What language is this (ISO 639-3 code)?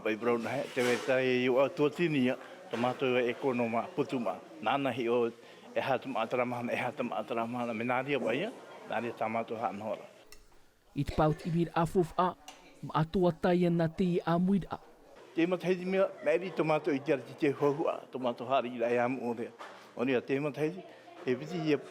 tah